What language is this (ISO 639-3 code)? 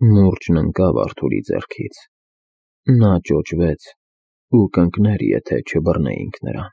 hye